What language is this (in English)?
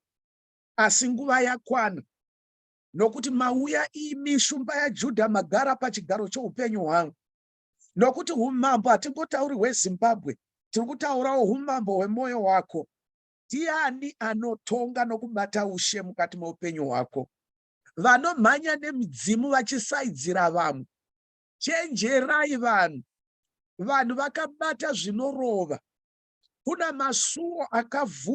Shona